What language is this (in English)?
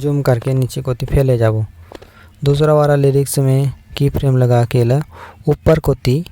Chhattisgarhi